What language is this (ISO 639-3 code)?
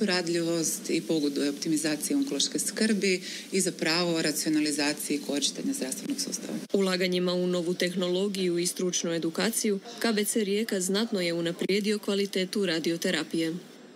hrv